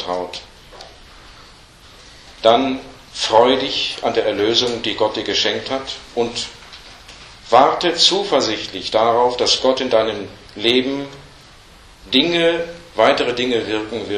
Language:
German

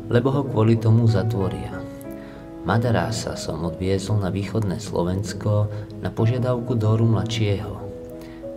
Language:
Slovak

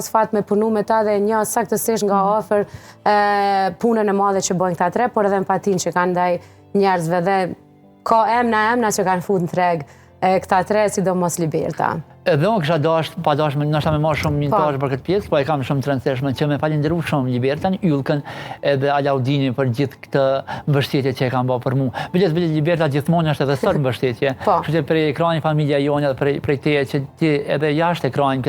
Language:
Albanian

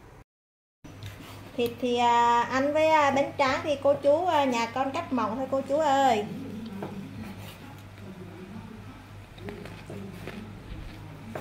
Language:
Vietnamese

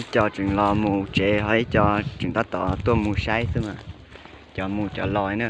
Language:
Hmong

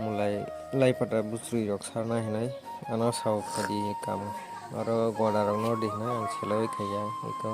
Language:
Kok Borok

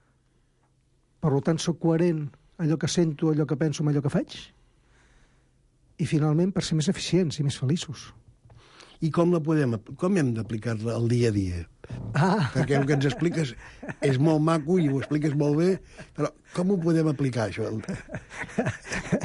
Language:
Catalan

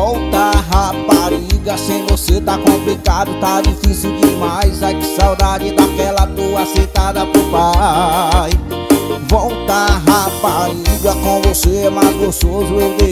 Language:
Portuguese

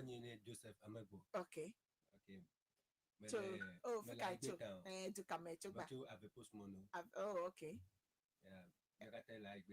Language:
Ewe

